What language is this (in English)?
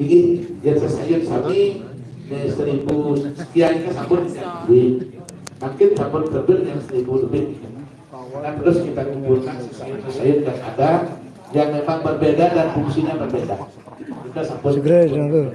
Balinese